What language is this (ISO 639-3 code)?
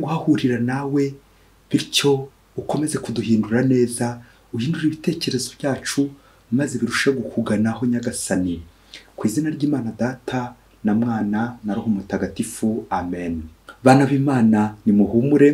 kin